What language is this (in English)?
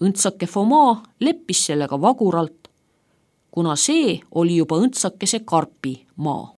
Estonian